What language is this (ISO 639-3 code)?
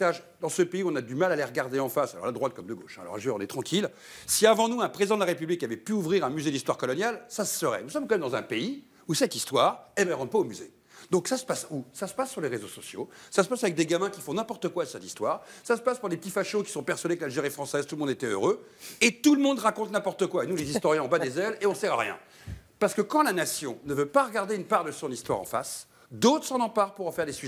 fra